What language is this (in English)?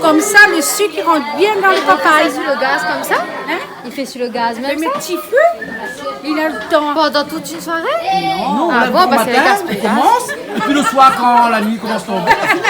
Réunion Creole French